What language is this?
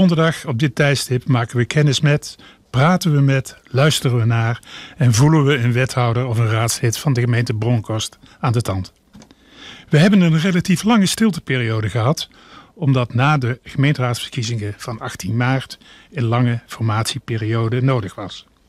Dutch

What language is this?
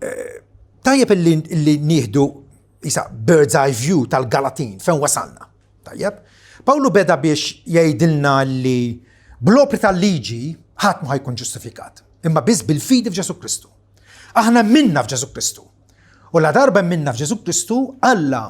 Maltese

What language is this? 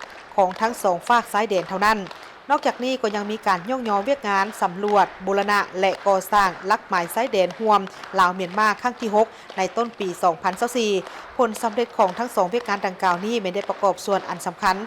Lao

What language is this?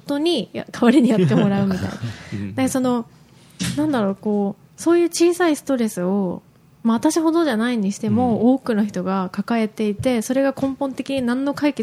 Japanese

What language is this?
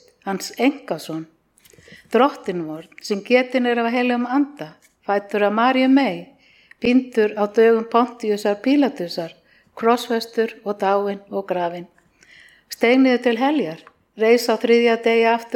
Icelandic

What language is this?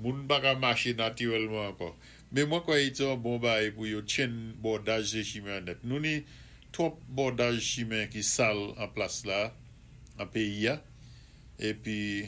Saint Lucian Creole French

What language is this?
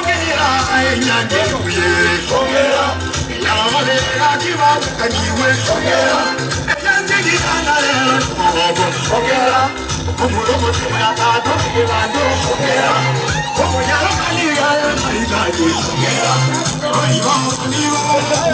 Gusii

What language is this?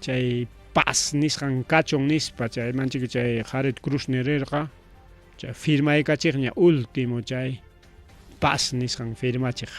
Ayacucho Quechua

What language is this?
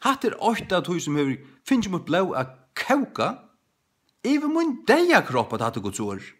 Faroese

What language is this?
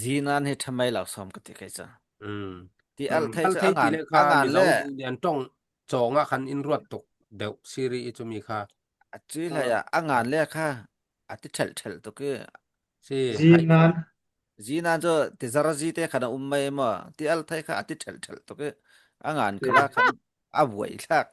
Falam Chin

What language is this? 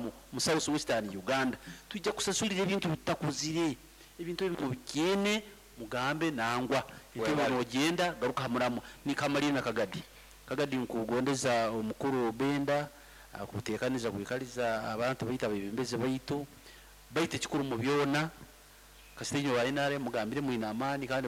Nyoro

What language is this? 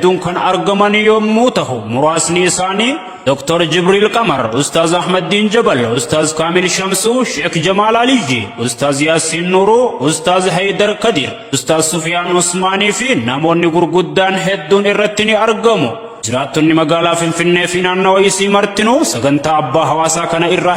Oromo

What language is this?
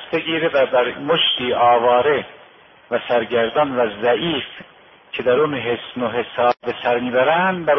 Persian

